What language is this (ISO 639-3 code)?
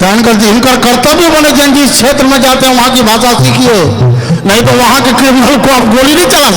mai